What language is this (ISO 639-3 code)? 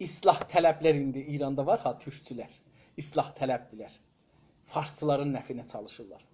azb